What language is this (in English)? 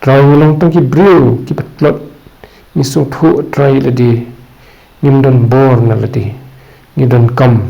Khasi